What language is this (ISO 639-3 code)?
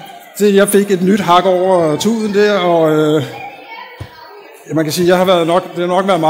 dan